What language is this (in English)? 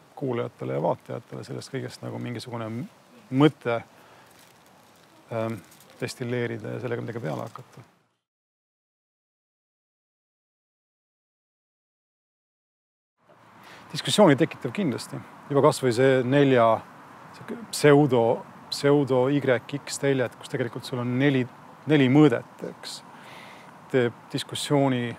Estonian